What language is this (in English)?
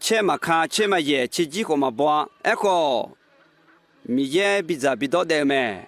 Akha